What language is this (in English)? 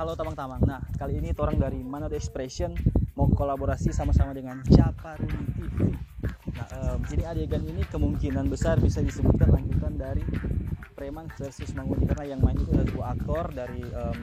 Manado Malay